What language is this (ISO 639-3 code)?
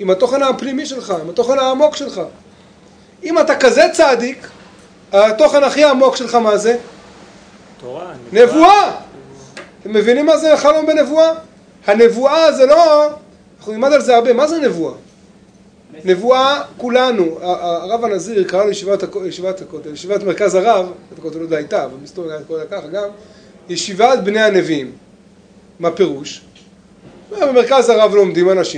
heb